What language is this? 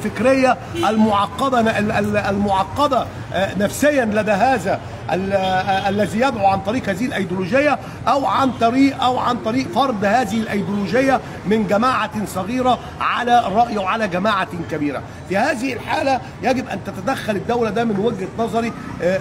Egyptian Arabic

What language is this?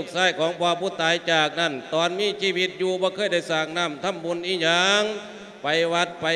Lao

